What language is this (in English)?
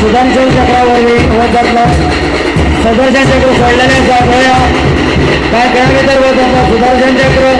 Konkani